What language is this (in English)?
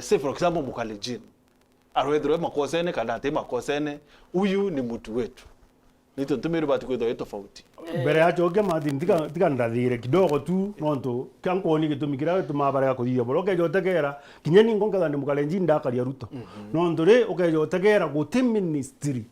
Meru